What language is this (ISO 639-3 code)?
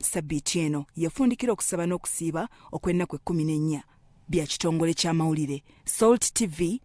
lug